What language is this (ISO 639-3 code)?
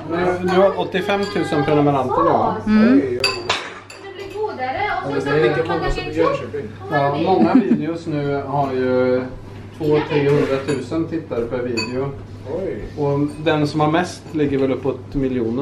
swe